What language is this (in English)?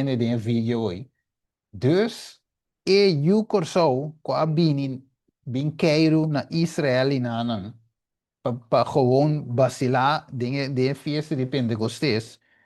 Papiamento